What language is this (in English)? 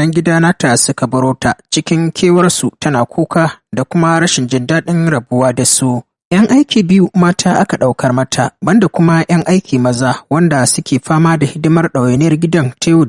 Hausa